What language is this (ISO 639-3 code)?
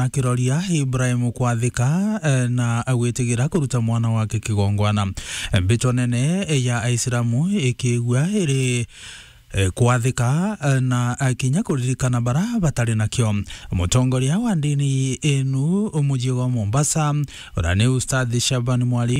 mer